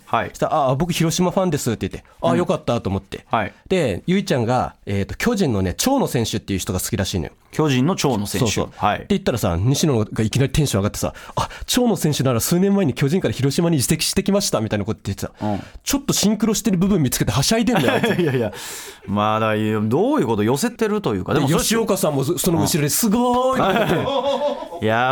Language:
Japanese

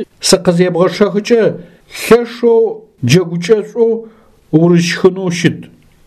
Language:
Adyghe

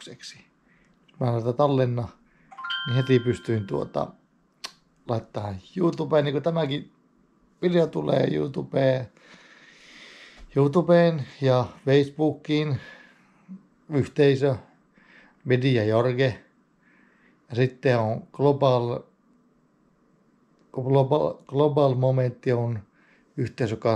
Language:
Finnish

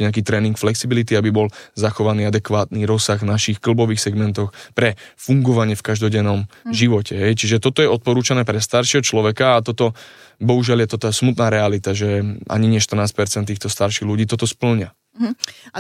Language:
Slovak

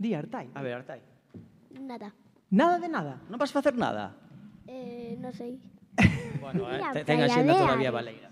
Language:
Galician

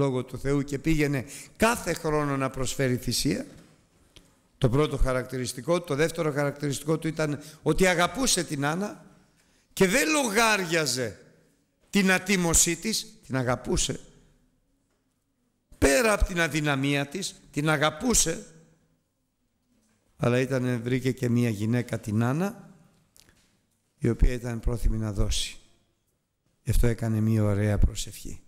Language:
Greek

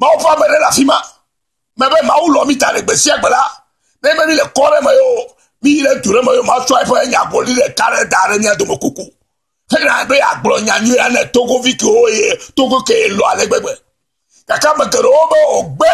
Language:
Ewe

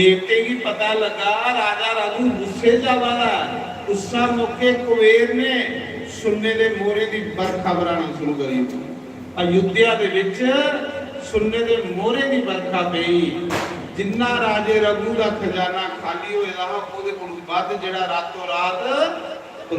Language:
Dogri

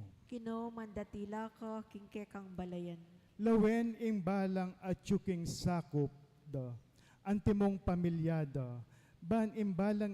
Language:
Pampanga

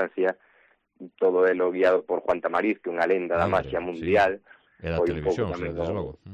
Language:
Galician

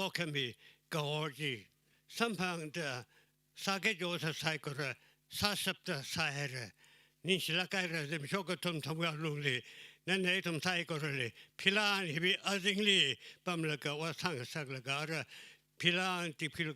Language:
Tangkhul Naga (India)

